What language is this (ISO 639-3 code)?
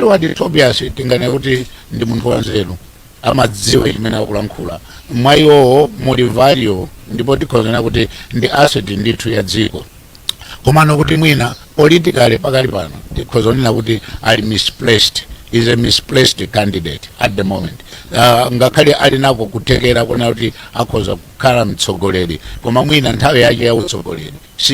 nya